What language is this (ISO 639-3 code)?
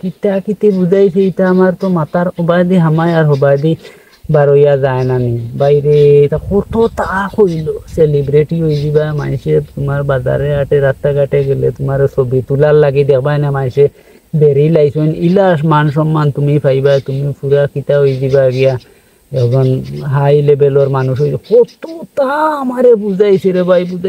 syl